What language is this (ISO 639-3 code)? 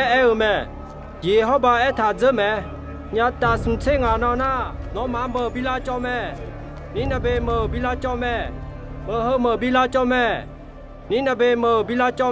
ahk